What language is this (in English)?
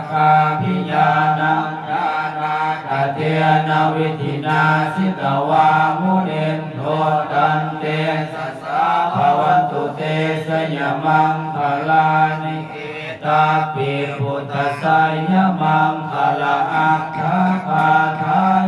Pali